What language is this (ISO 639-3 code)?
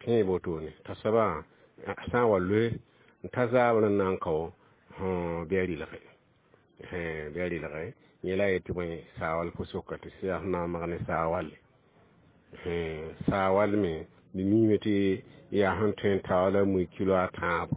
mos